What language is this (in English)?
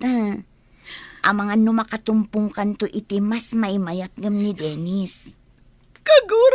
Iloko